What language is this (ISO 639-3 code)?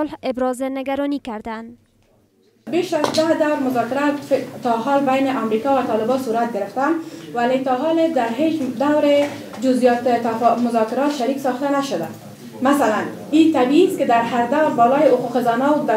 fas